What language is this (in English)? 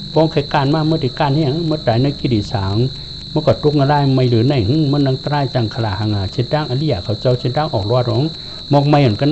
Shan